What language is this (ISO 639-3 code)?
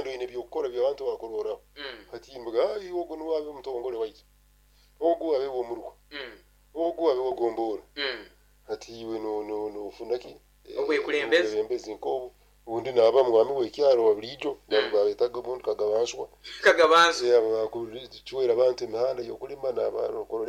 nyo